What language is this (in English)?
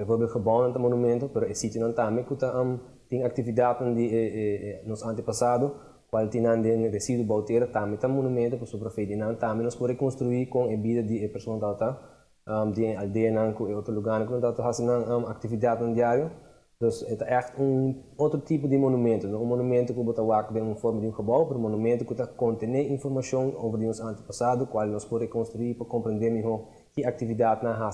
Papiamento